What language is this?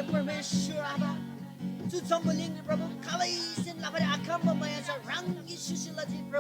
Eastern Tamang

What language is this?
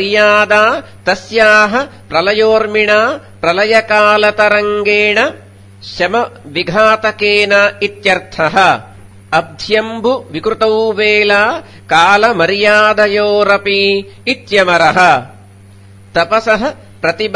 Sanskrit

